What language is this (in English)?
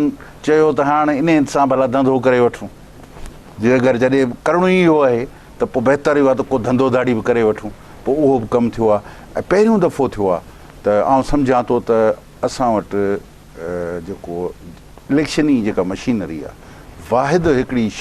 Sindhi